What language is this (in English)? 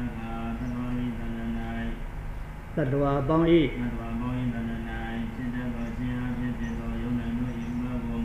Burmese